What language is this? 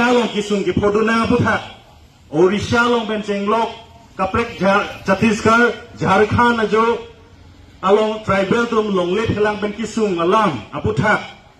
Karbi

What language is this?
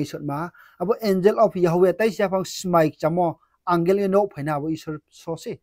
Riang (India)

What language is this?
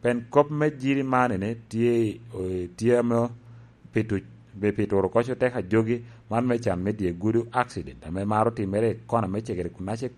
Lango (Uganda)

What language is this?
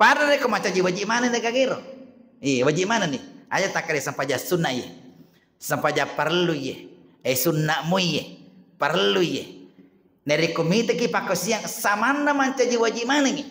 Buginese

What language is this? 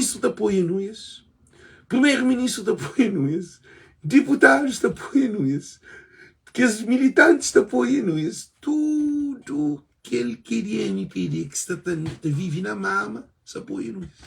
Kabuverdianu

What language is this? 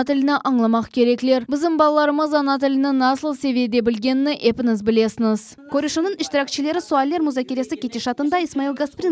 Crimean Tatar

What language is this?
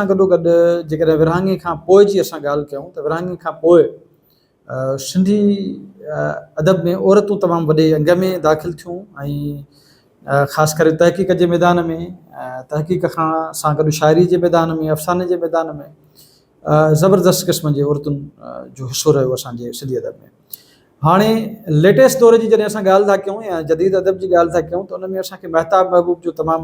Sindhi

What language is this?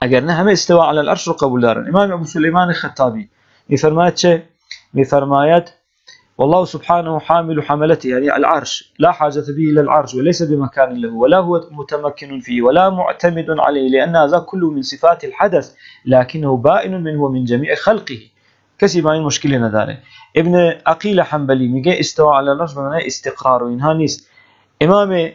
Persian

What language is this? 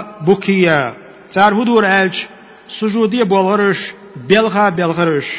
Chechen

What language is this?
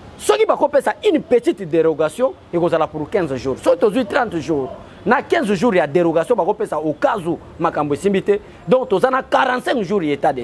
Lingala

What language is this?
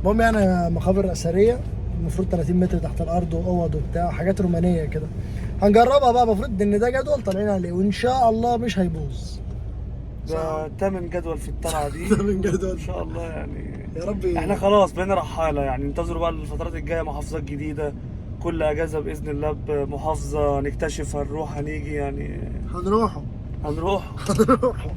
Egyptian Arabic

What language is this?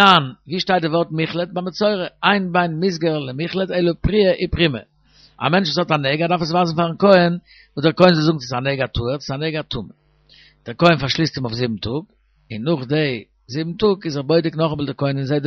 Yiddish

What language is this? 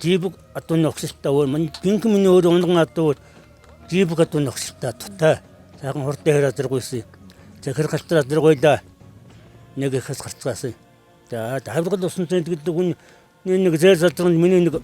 Mongolian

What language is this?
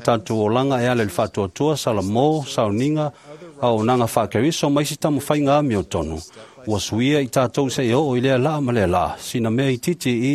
Samoan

